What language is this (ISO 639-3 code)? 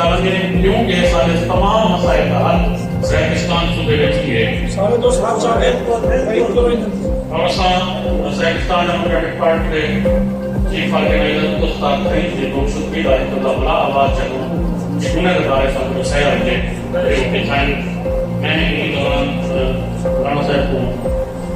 skr